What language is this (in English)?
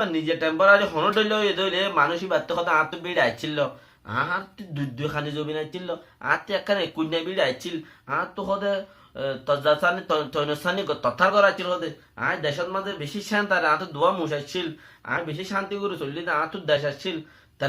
Rohingya